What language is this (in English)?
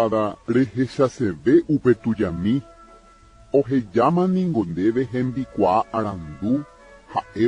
Guarani